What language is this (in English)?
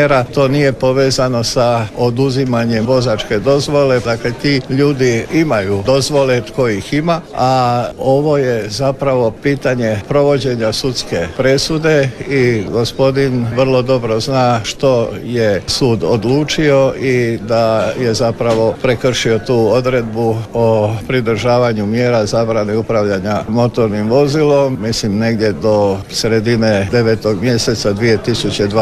Croatian